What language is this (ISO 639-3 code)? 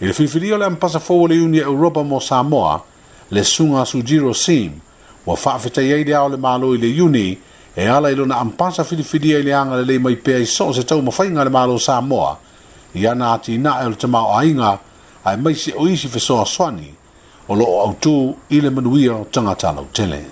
smo